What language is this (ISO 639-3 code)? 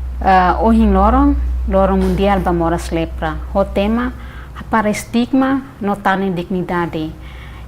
tet